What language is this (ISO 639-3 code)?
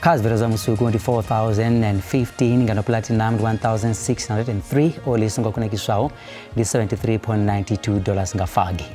ven